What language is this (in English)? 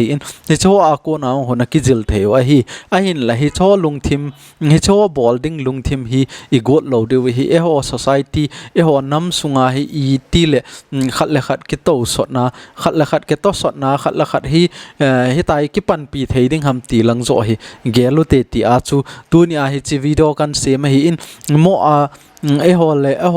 Thado Chin